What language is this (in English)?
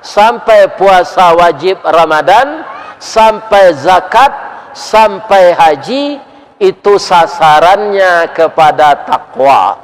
Minangkabau